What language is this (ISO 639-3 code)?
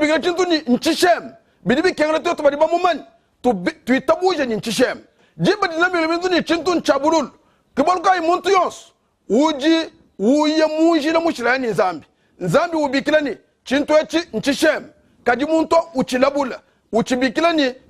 lua